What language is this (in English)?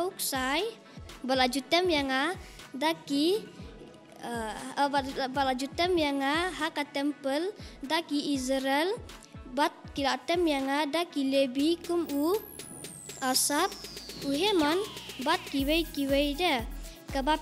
Khasi